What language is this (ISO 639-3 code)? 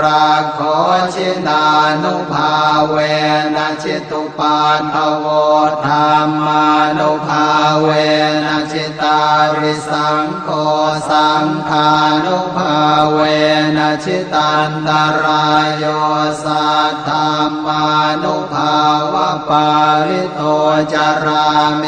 pli